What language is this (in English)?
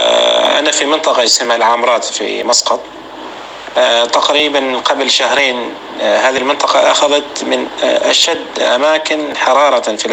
North Levantine Arabic